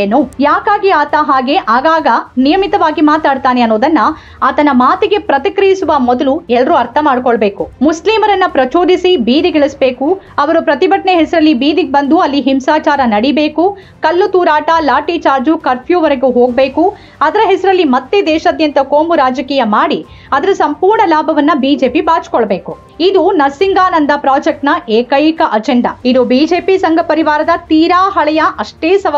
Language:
Kannada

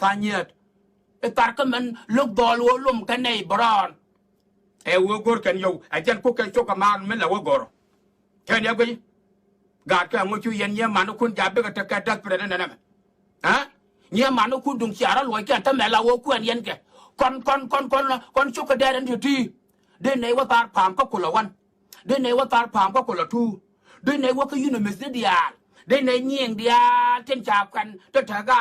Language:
Nuer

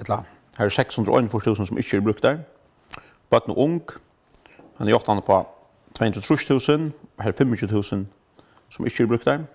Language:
Faroese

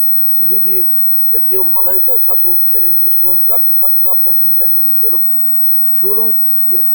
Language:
Avaric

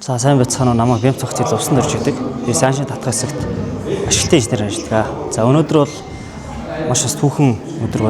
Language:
Mongolian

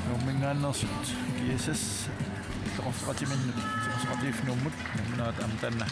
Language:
Kalaallisut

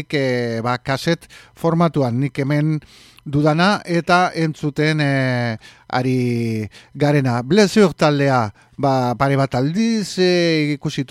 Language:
Basque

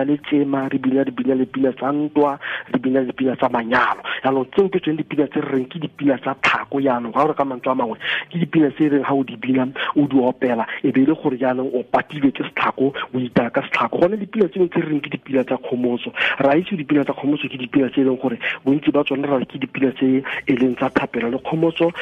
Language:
Tswana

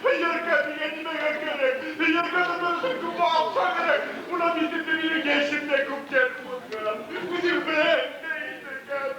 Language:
Bashkir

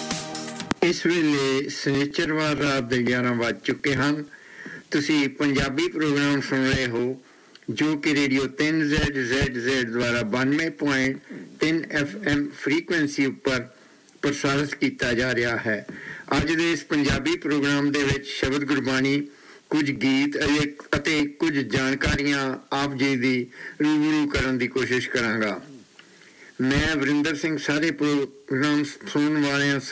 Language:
Punjabi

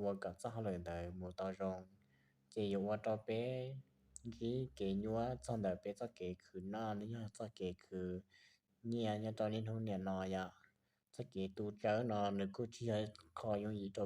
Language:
Hmong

